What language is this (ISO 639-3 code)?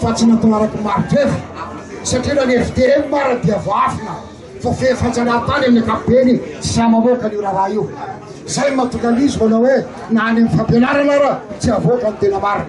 mlg